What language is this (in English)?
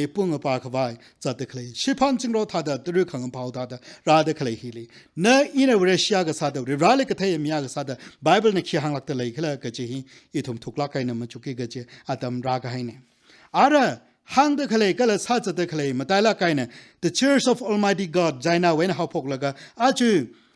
Tangkhul Naga (India)